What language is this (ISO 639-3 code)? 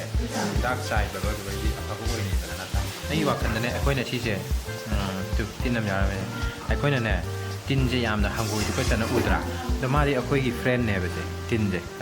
mni